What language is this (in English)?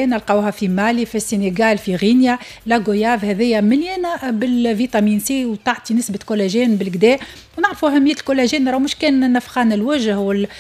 Tunisian Arabic